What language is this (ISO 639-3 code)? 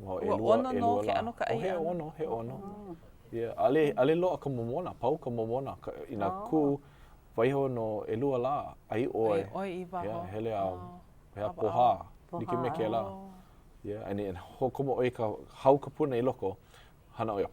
haw